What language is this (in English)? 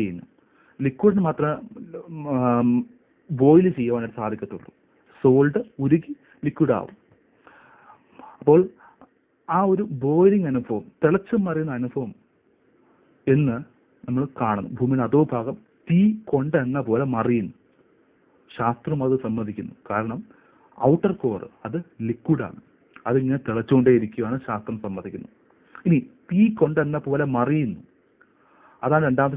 Malayalam